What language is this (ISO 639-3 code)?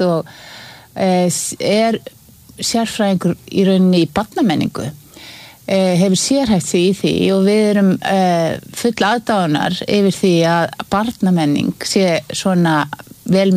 isl